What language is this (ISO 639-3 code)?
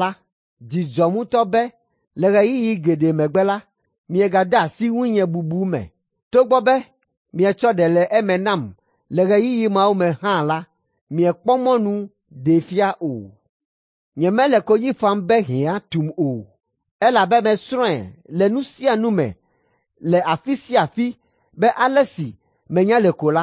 ewe